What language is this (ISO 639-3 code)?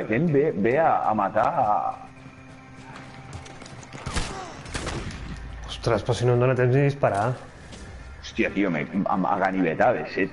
cat